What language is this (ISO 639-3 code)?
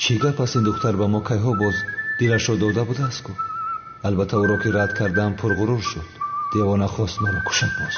tgk